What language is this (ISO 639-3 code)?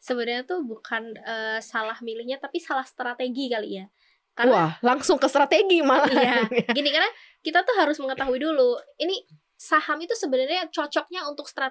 ind